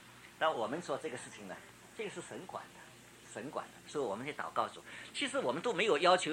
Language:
Chinese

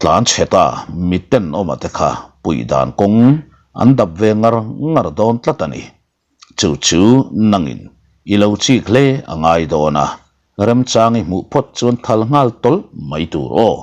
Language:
Mizo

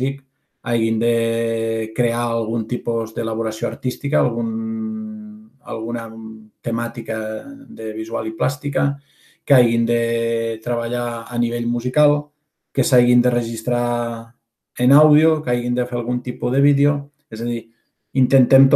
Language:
Catalan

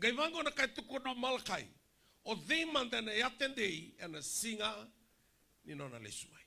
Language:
Fijian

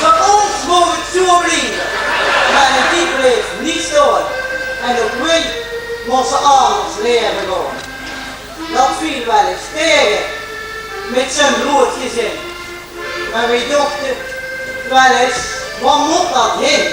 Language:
Limburgish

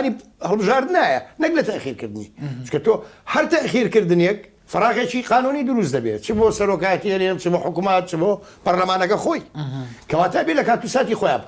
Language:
Central Kurdish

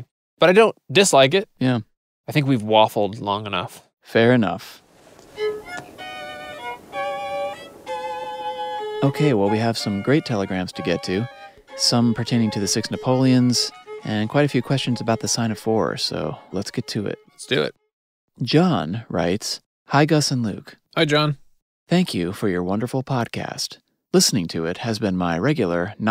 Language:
English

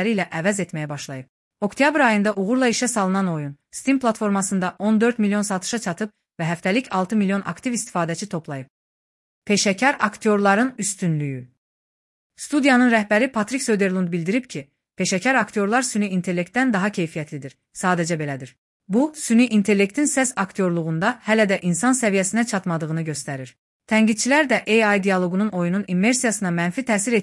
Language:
Azerbaijani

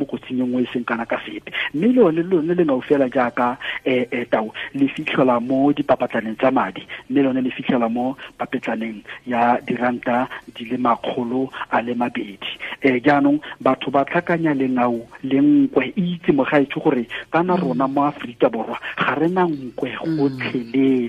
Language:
Tswana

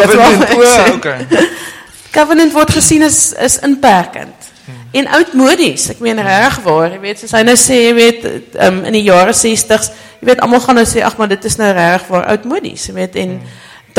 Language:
Afrikaans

